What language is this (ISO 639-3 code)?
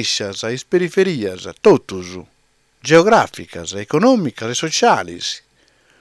srd